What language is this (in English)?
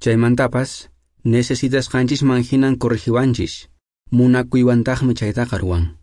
Quechua